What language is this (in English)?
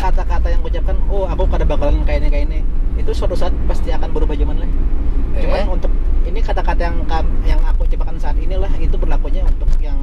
Banjar